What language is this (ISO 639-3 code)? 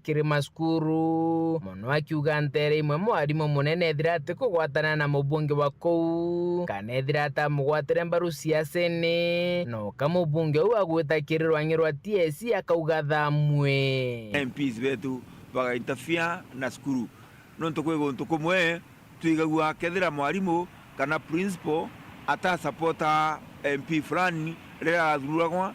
mer